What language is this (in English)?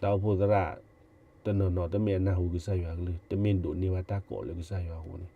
S'gaw Karen